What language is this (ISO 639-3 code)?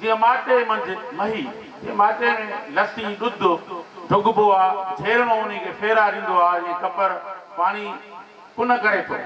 snd